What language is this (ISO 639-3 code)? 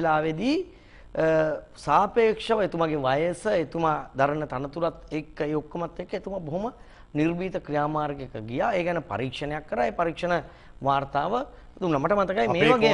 sin